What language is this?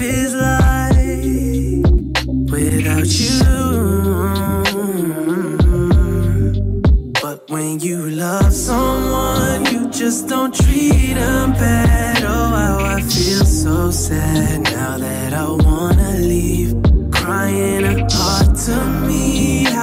English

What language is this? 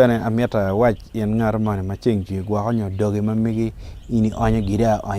Acoli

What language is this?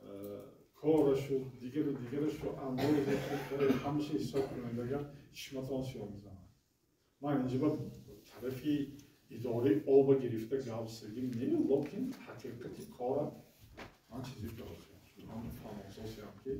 Tajik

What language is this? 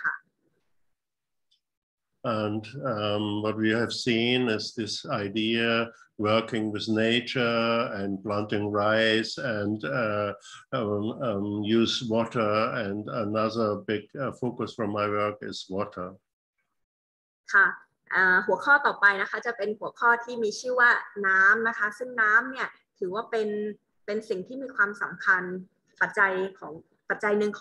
Thai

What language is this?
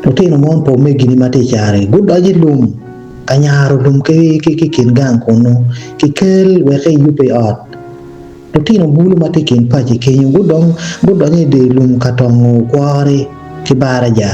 Acoli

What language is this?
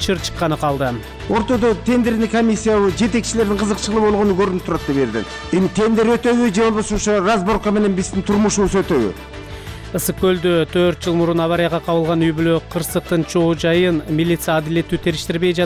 Kyrgyz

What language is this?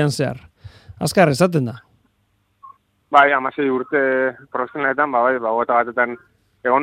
Basque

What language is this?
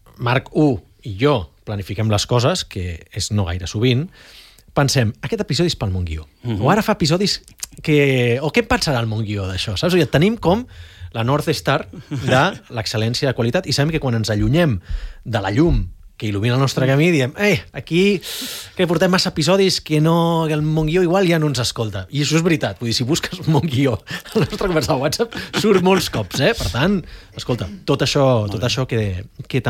Catalan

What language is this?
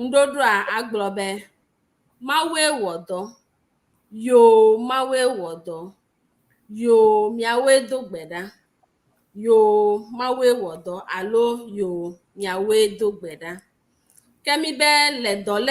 Ewe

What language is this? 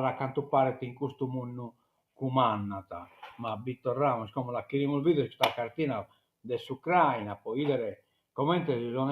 Sardinian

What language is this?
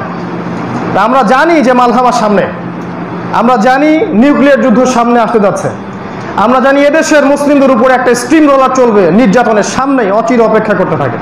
Bangla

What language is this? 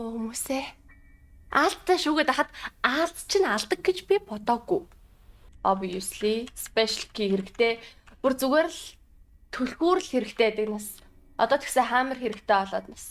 Mongolian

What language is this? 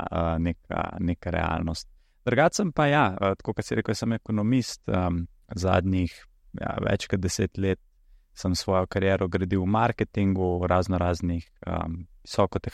Slovenian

